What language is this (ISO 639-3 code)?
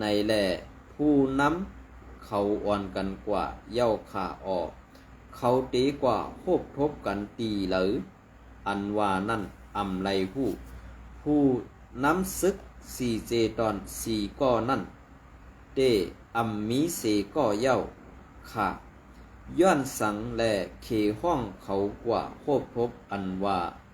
shn